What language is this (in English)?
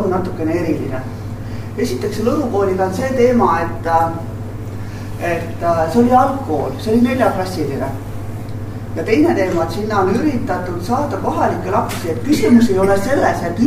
Estonian